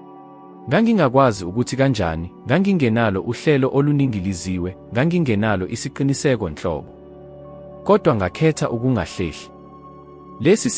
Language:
Zulu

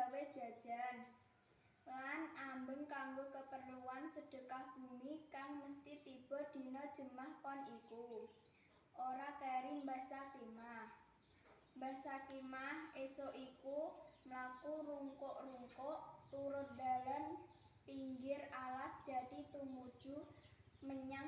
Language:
Javanese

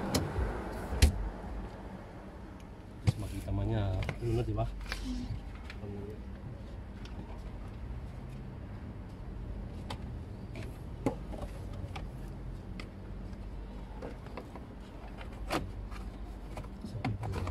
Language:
Filipino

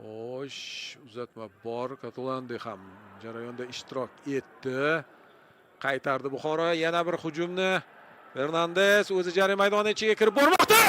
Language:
Uzbek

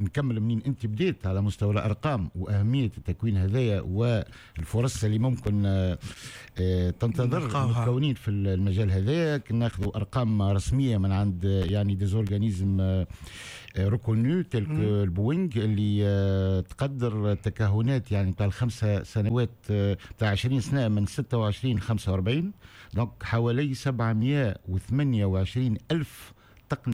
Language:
Tunisian Arabic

